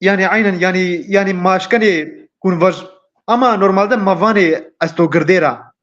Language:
Zaza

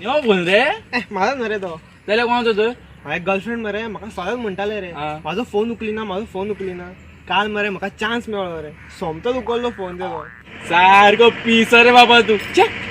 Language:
Konkani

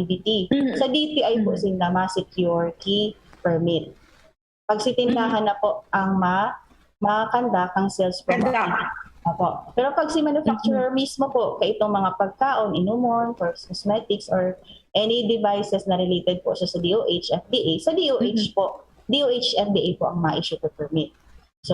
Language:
Bikol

